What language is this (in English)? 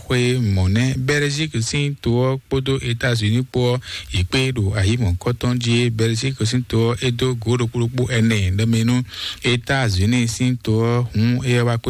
Fon